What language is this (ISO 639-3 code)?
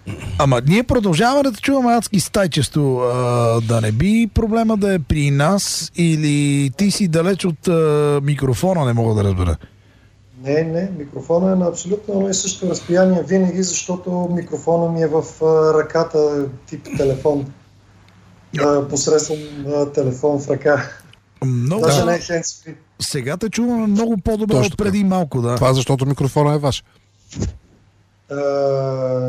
bul